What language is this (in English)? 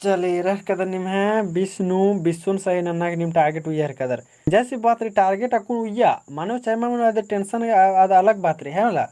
Kurukh